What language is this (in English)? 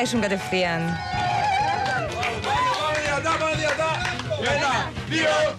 Greek